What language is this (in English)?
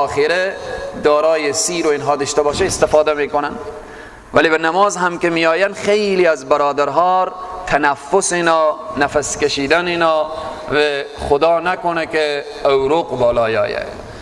Persian